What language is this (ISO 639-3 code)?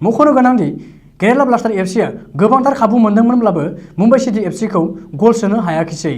brx